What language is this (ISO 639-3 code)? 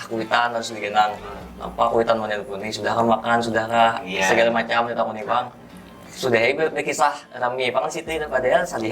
bjn